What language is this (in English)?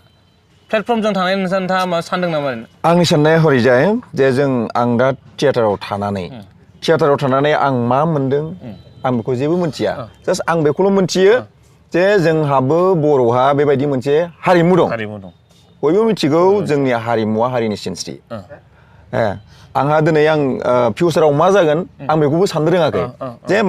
Bodo